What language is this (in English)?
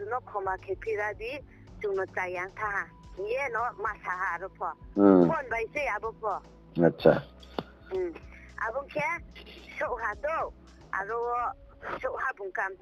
Riang (India)